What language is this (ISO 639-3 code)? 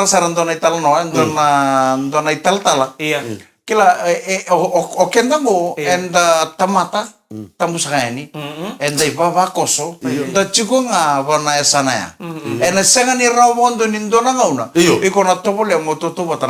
fij